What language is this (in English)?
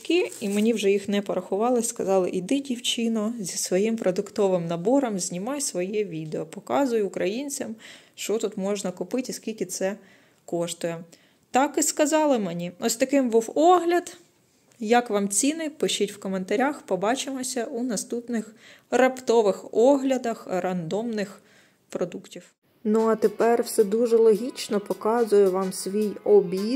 Ukrainian